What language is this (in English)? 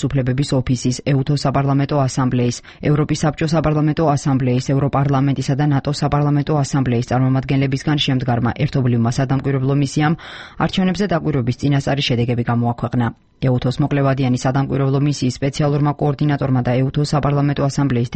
Georgian